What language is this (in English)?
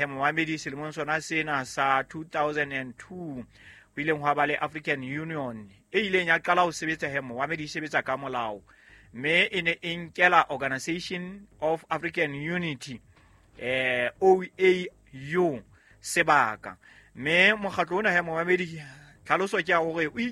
Southern Sotho